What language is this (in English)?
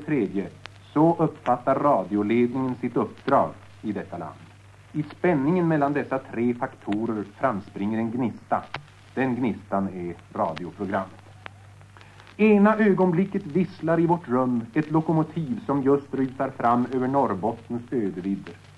Swedish